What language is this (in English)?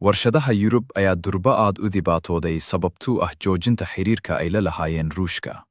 Somali